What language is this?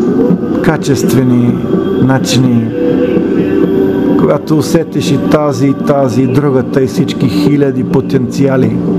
Bulgarian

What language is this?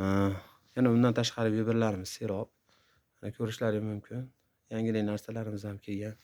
Uzbek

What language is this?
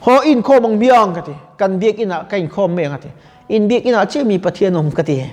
Mizo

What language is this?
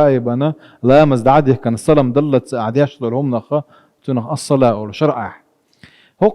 Chechen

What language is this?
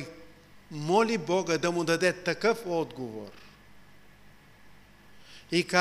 Bulgarian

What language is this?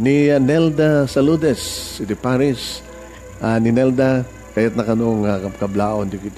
Iloko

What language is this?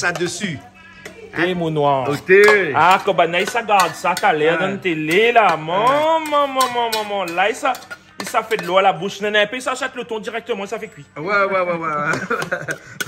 Réunion Creole French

